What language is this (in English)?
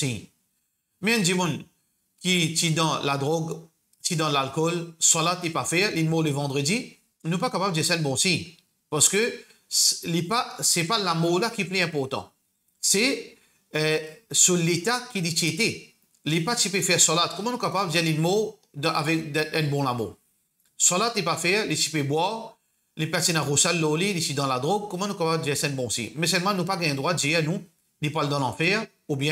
Morisyen